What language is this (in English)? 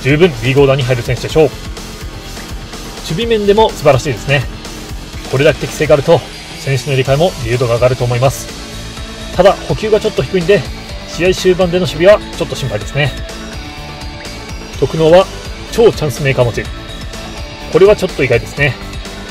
Japanese